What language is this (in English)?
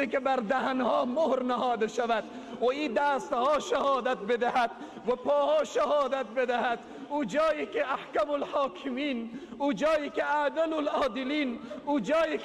Persian